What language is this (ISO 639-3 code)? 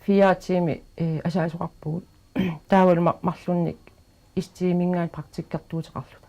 kal